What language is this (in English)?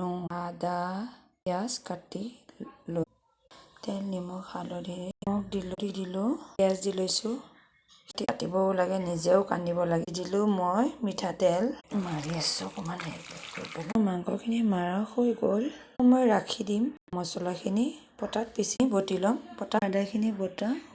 Assamese